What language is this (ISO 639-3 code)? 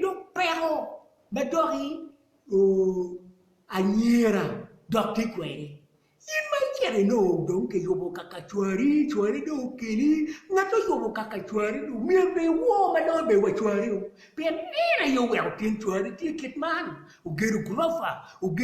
ach